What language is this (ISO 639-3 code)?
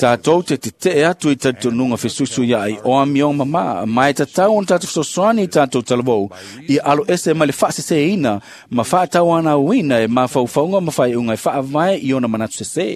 smo